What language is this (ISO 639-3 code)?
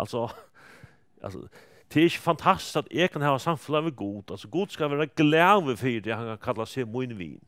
fao